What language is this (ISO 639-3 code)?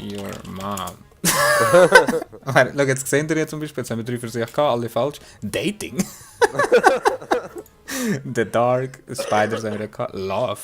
gsw